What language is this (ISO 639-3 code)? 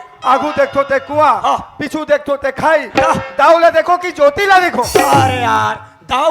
hne